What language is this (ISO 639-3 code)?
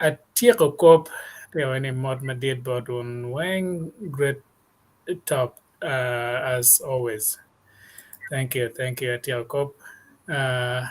ach